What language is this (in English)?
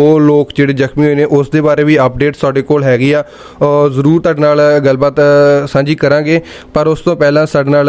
Punjabi